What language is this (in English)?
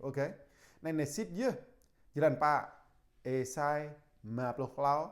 Jarai